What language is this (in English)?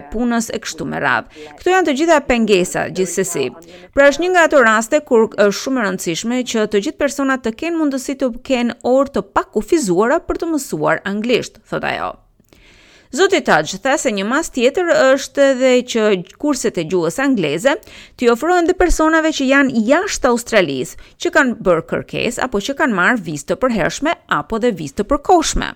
Albanian